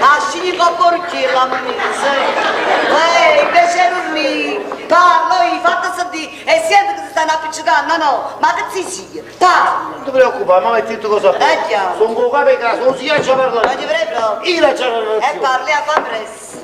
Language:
Neapolitan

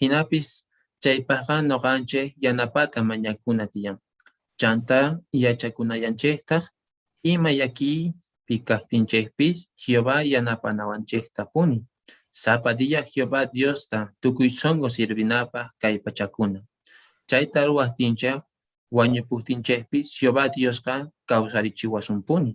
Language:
Quechua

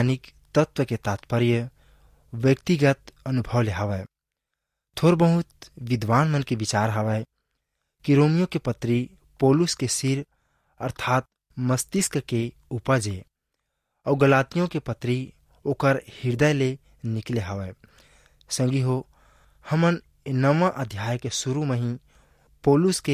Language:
Chhattisgarhi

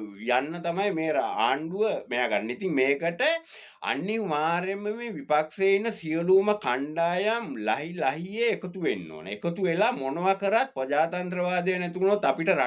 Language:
Sinhala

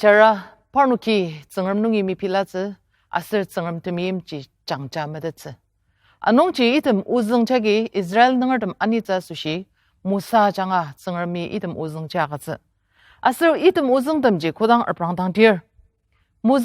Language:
Ao Naga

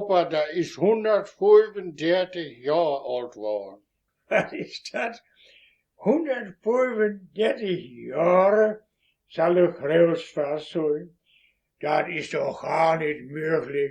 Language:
Westphalien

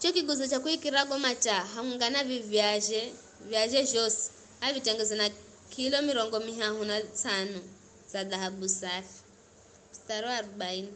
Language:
Giryama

